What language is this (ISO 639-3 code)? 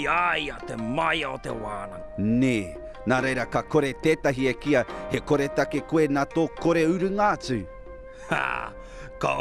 mri